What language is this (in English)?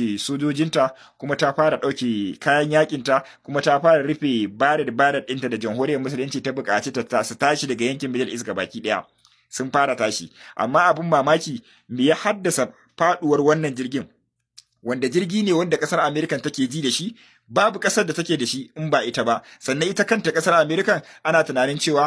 Hausa